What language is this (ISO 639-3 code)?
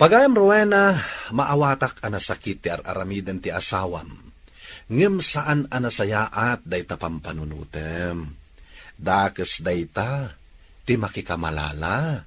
ilo